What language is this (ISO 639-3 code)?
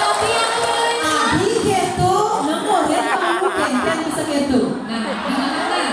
ban